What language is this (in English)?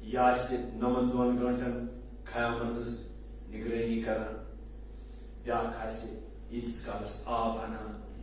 Kashmiri